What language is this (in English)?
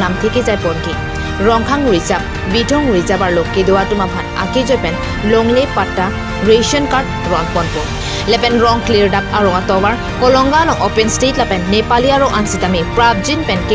Karbi